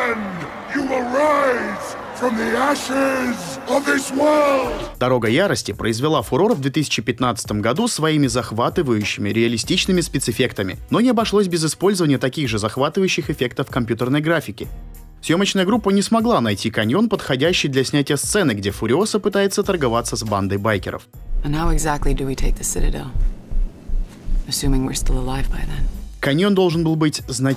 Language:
Russian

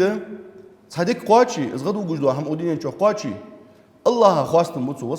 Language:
Ingush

